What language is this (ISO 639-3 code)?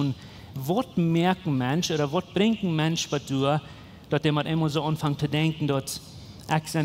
pdt